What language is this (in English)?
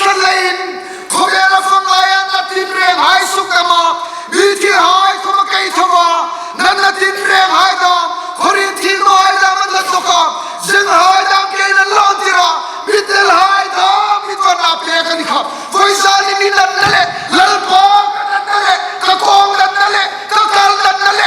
Hmar